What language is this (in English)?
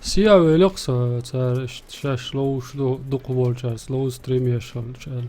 Chechen